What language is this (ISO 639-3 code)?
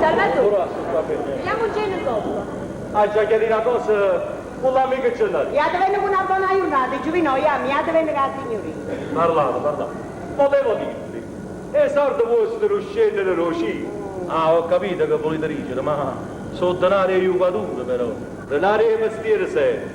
nap